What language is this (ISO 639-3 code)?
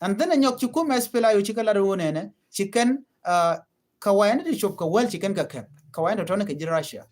nus